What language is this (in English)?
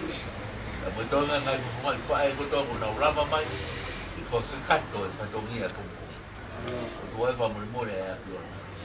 Tongan